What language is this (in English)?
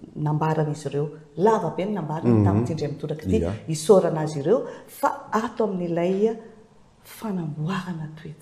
Malagasy